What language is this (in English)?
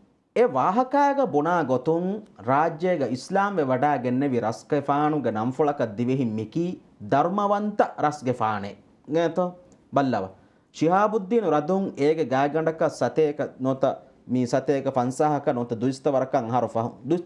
Divehi